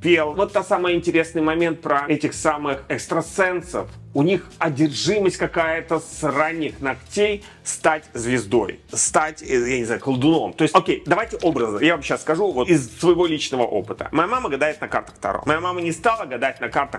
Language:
Russian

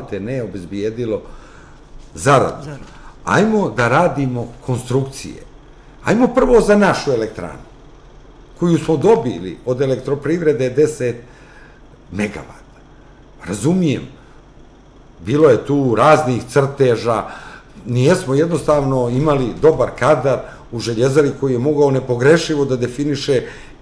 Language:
Serbian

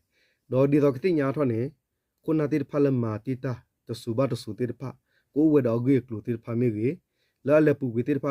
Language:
S'gaw Karen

